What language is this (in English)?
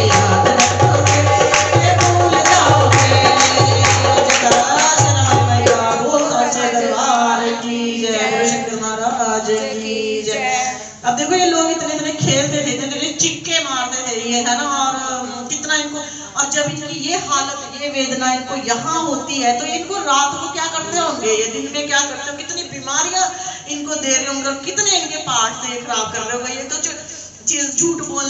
Hindi